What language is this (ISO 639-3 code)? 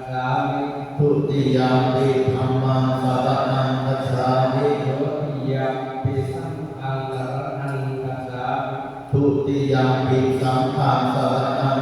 pli